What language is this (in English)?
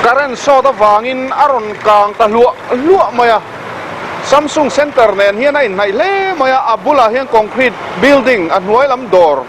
Mizo